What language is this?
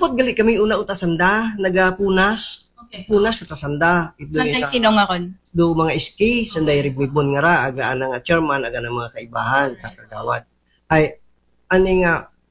Aklanon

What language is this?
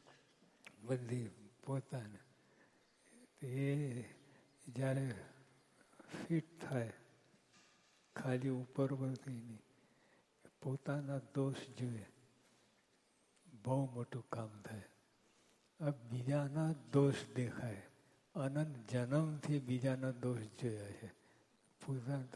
Gujarati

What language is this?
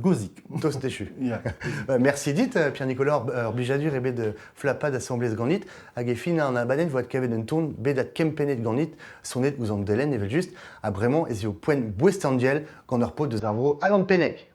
Breton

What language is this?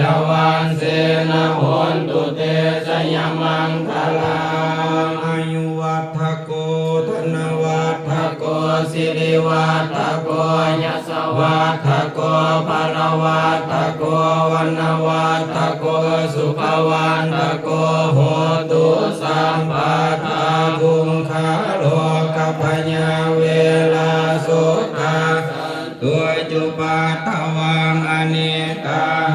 Pali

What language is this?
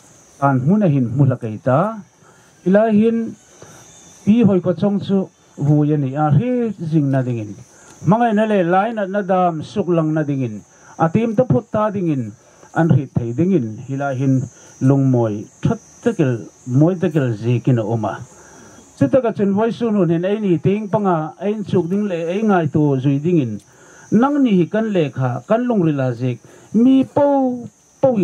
Hmar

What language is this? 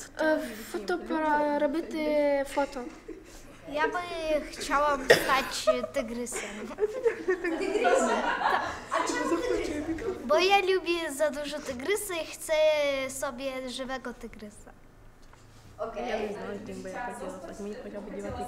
Ukrainian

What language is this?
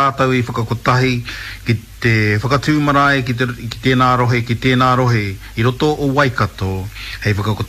Māori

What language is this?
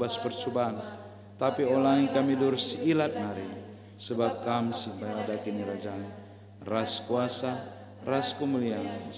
Batak Karo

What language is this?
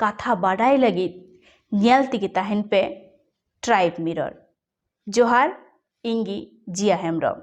Santali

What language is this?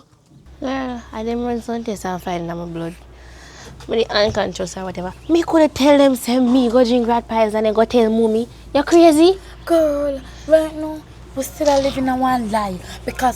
Jamaican Creole English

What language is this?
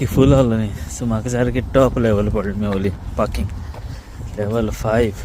Konkani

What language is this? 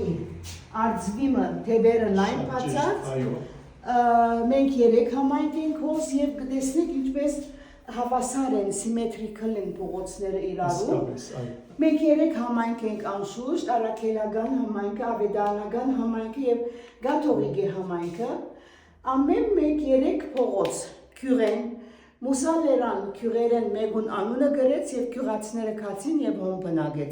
Western Armenian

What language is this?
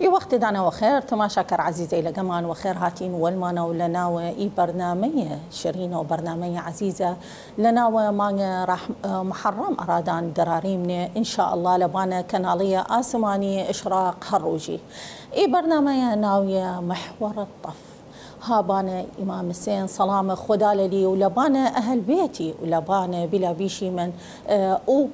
Southern Kurdish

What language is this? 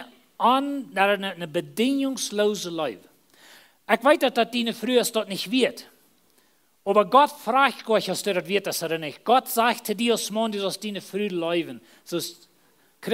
Plautdietsch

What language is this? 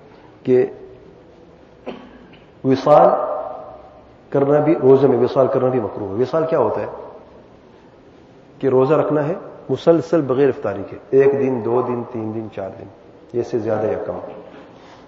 Urdu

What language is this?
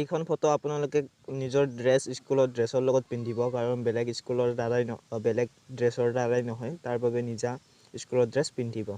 Assamese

